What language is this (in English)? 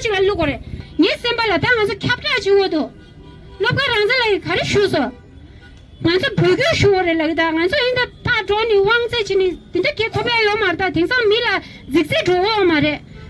Tibetan